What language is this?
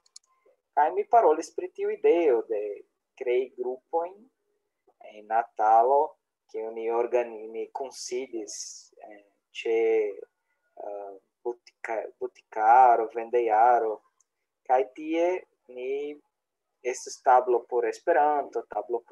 Esperanto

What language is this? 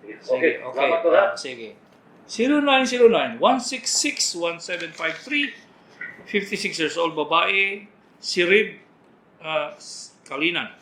Cebuano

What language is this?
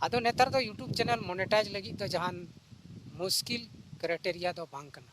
Santali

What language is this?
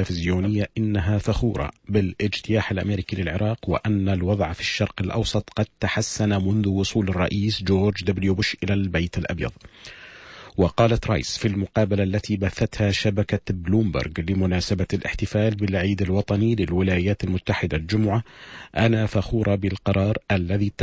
Arabic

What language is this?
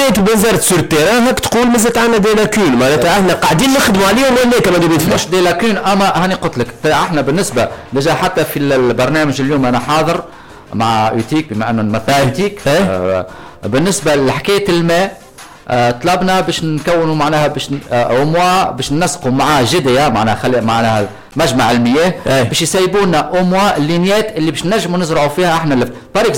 Tunisian Arabic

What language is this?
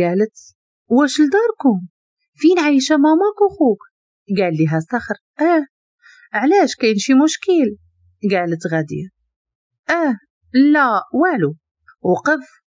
Moroccan Arabic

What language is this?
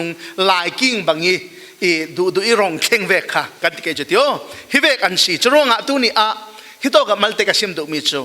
Falam Chin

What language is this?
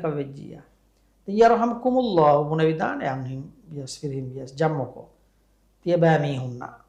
Divehi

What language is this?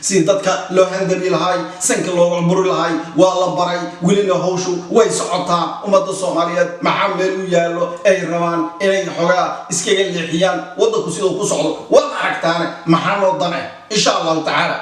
Somali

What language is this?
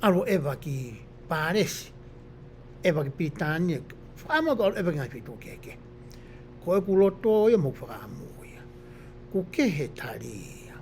Tongan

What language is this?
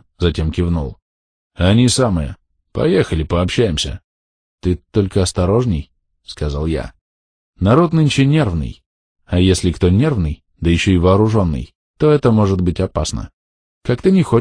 Russian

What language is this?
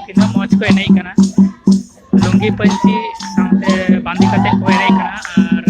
Santali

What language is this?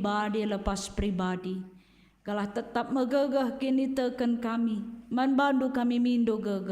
Batak Karo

